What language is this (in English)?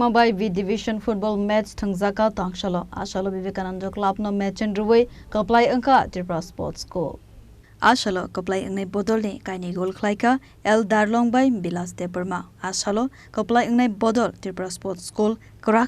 Kok Borok